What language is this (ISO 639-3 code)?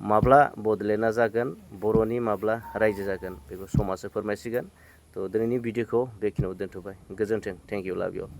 brx